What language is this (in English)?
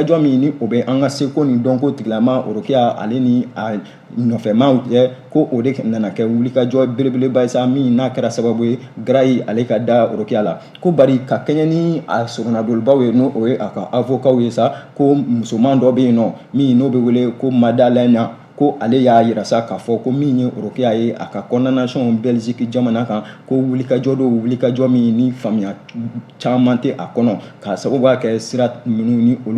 Bambara